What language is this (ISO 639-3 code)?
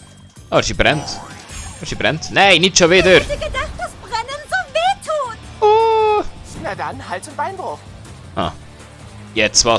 gsw